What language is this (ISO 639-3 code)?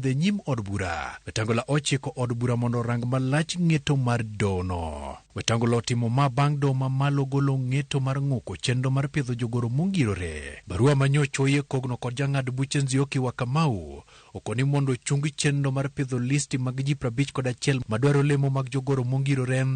luo